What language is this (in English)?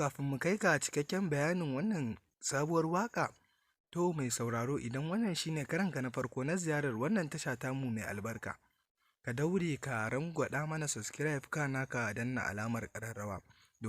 Hausa